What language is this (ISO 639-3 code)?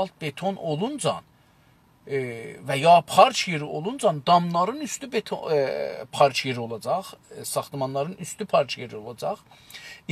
azb